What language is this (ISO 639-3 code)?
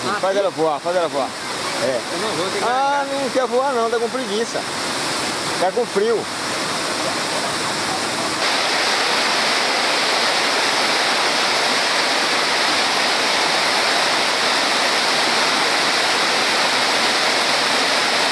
por